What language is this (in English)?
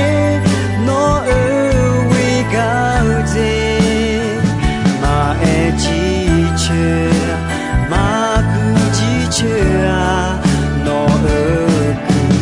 Akha